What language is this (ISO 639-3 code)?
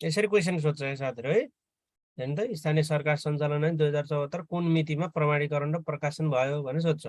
nep